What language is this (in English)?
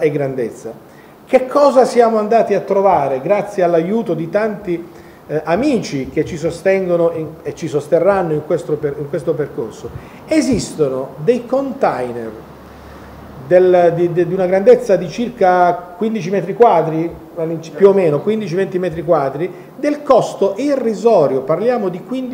Italian